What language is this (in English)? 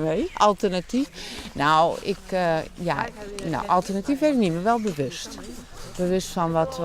Western Frisian